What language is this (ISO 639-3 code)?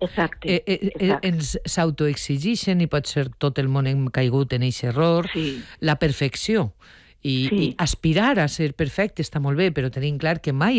cat